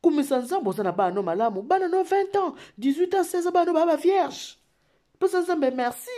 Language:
Lingala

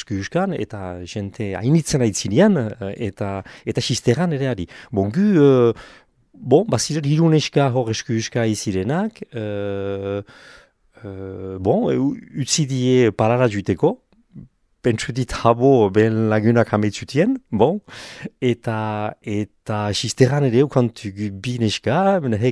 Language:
Basque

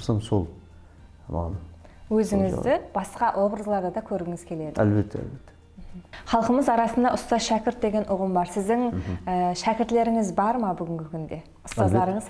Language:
Kara-Kalpak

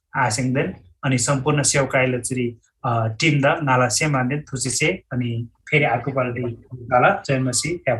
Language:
Eastern Tamang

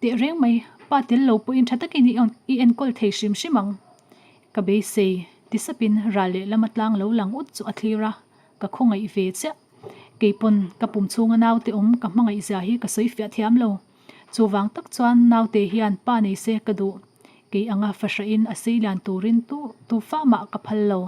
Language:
Mizo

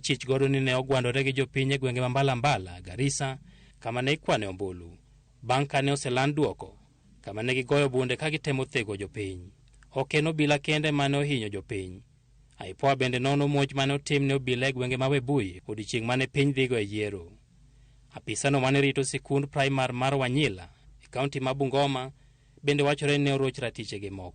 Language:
Luo (Kenya and Tanzania)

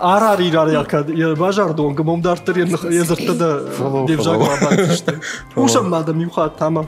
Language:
Ossetic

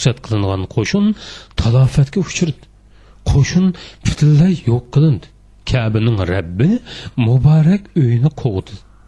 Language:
Uyghur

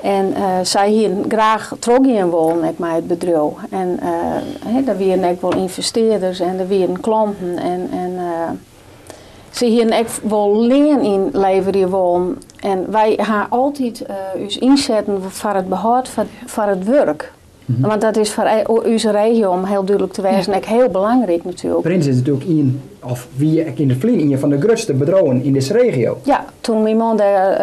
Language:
Western Frisian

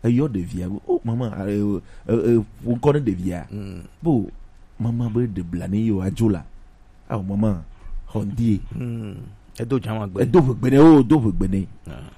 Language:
Gen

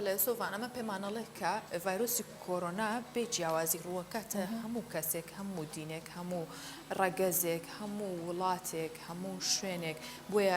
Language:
Central Kurdish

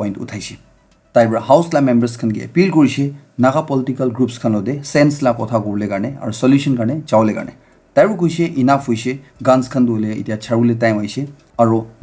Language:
Naga Pidgin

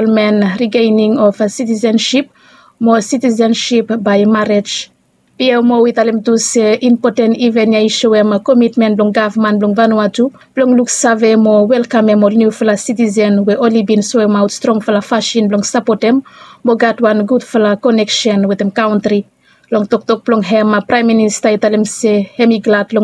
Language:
Bislama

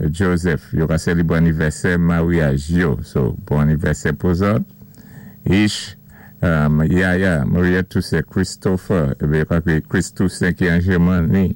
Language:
Saint Lucian Creole French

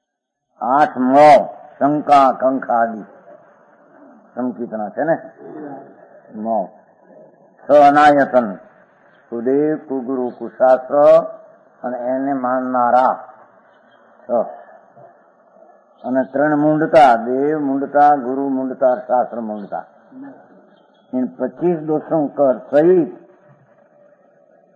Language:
Gujarati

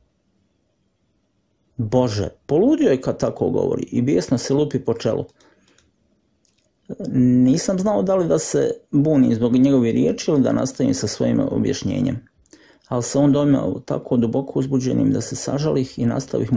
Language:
Croatian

